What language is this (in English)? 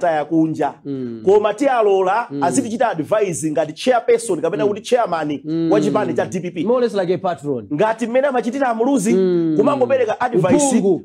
Nyanja